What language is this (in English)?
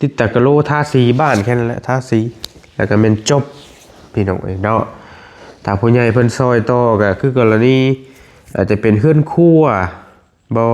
Northeastern Thai